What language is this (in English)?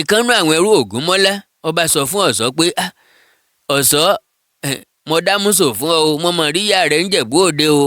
Yoruba